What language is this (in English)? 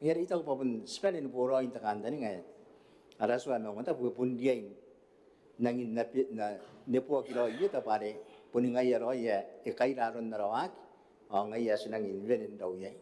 Gilbertese